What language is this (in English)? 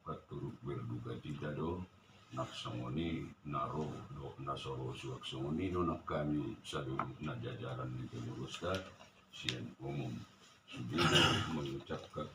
Batak Toba